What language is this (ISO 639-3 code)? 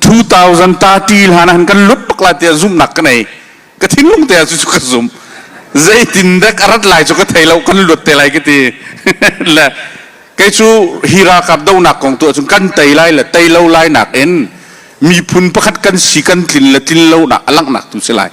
cnh